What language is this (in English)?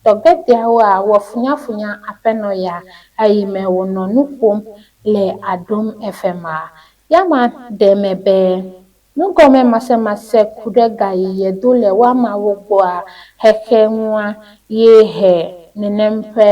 Ewe